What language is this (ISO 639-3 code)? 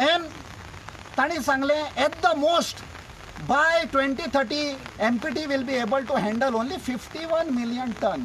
kok